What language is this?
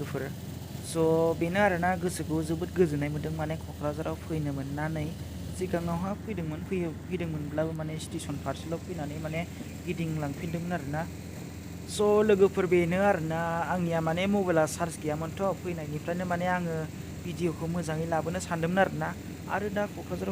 Bodo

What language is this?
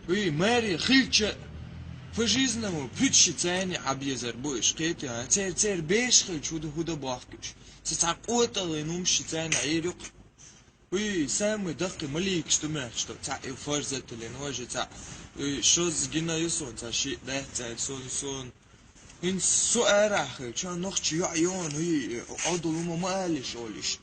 Chechen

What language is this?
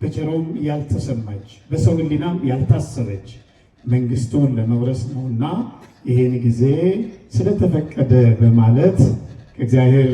Amharic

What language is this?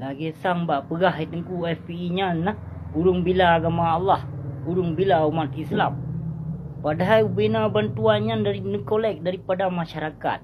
Achinese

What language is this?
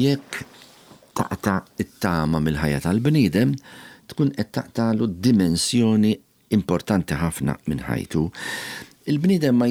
Maltese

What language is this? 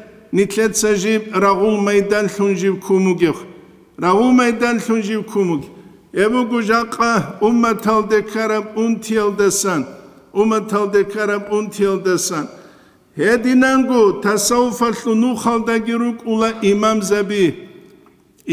Avaric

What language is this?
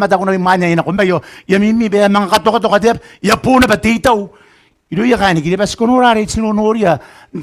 Gilbertese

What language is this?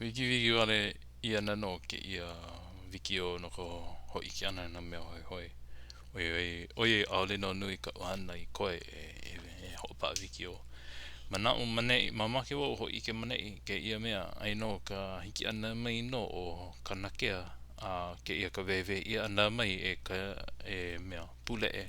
Hawaiian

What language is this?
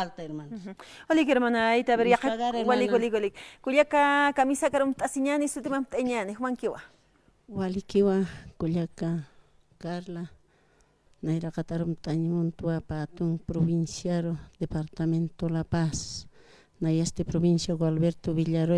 Aymara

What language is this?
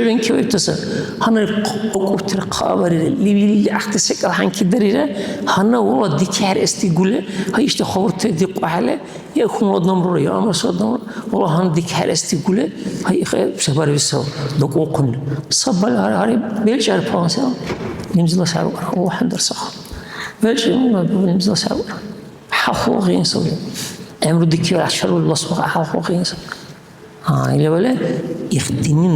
Dargwa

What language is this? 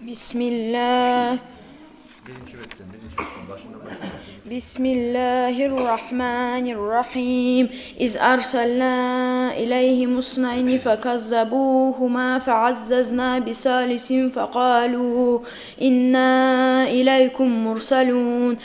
Kumyk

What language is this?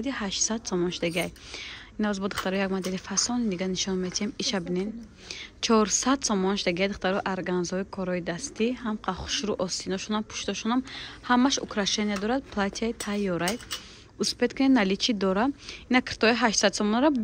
Tajik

